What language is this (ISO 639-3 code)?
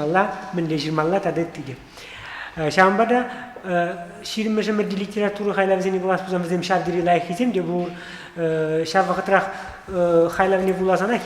chv